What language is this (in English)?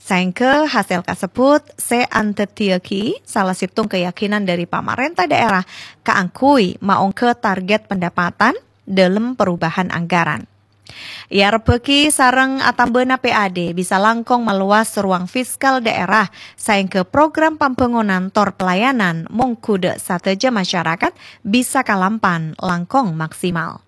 Madurese